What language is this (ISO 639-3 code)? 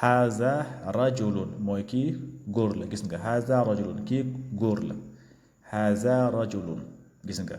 wol